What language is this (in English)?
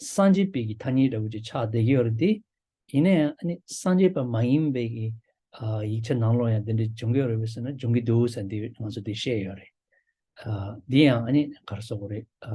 Tibetan